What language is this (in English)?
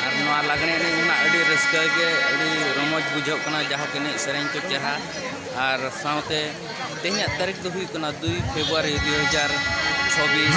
Santali